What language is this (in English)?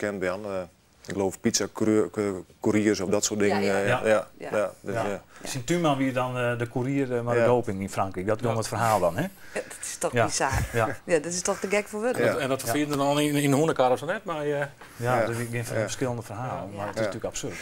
Western Frisian